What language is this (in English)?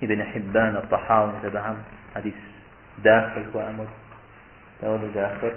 Kabardian